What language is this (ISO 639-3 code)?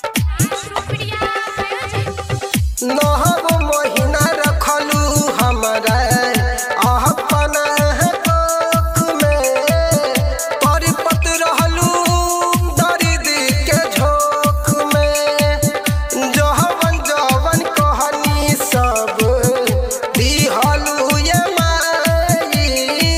bho